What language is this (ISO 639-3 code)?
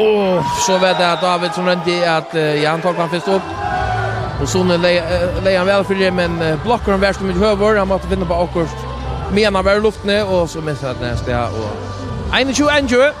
fao